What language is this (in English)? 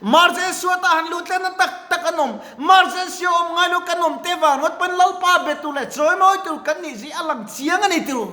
Mizo